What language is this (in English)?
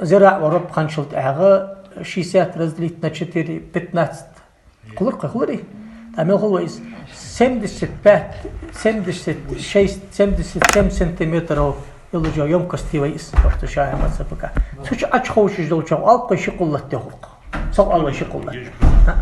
Ingush